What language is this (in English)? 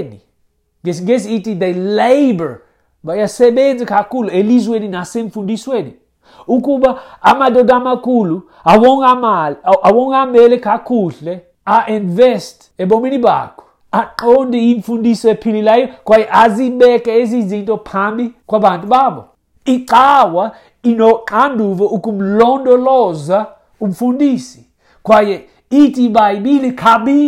Xhosa